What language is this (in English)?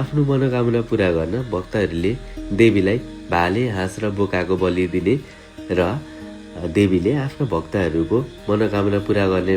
Nepali